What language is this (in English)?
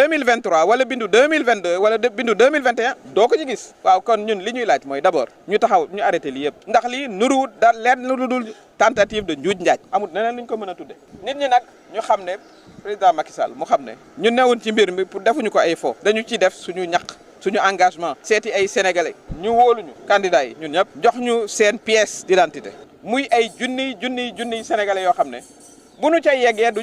Wolof